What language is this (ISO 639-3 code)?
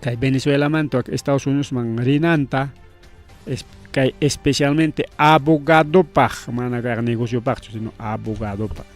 quy